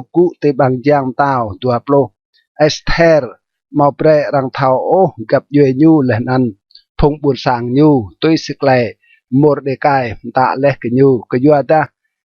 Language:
Rade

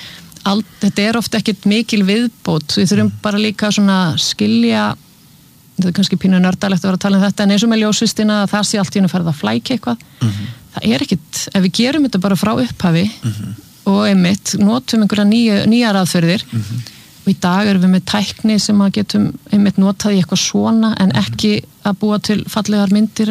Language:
Icelandic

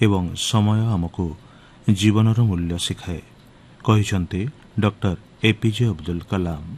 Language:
Odia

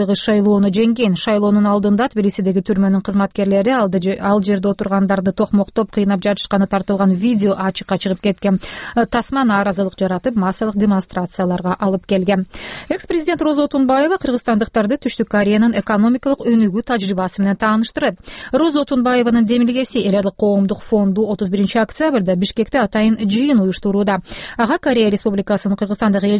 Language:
Kyrgyz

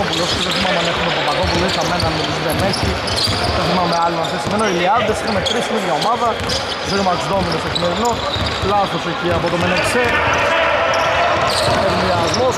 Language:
Greek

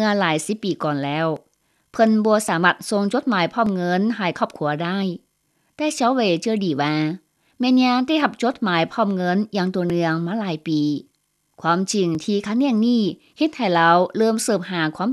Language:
Lao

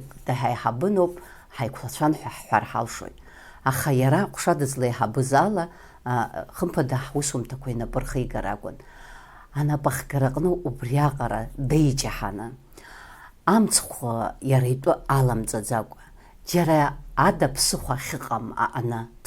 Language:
Abkhazian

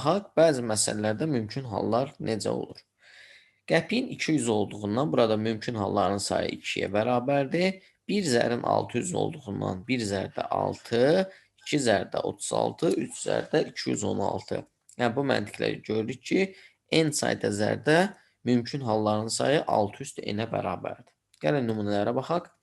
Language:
Azerbaijani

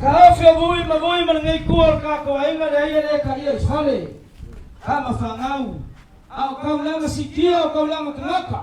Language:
Samoan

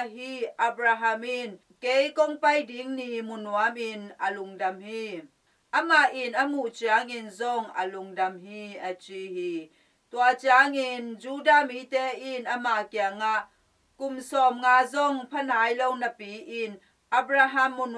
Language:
Tedim Chin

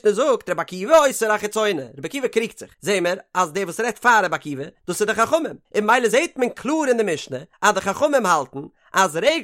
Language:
Yiddish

